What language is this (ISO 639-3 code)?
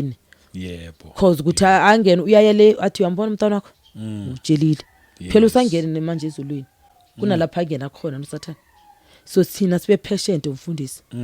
zul